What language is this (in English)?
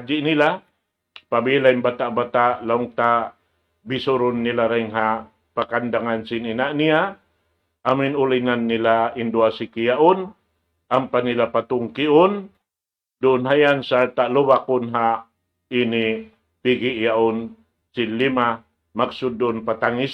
Tausug